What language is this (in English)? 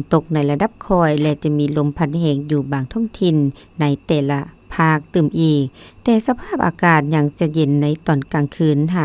Lao